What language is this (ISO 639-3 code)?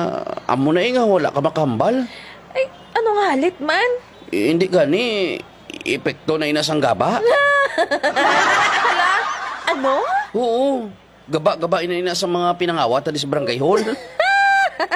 hil